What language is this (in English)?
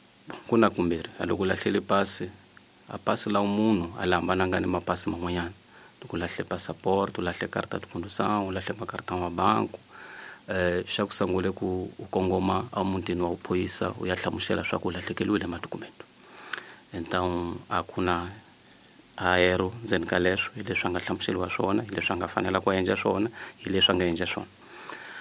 Tsonga